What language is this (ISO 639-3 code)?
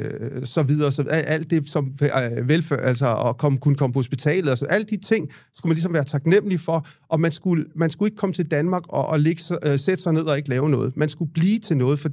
dan